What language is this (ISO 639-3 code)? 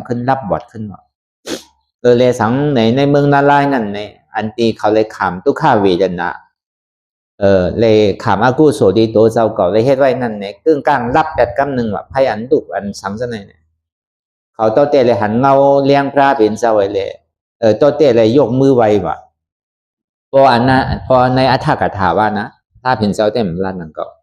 shn